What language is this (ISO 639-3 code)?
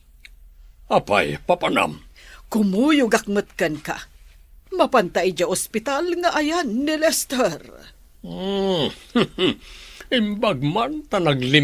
ilo